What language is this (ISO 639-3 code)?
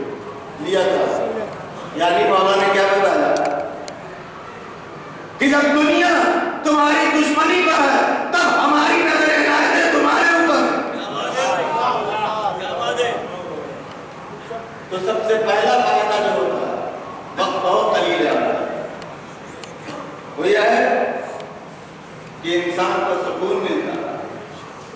urd